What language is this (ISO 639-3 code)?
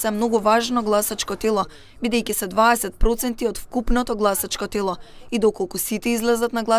mkd